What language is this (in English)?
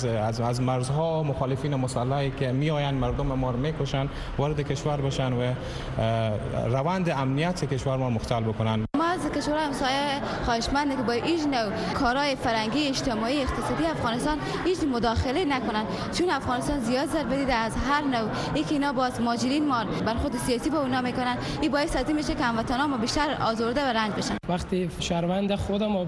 Persian